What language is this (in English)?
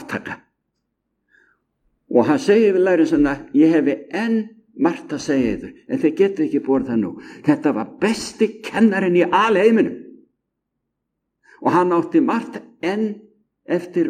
Icelandic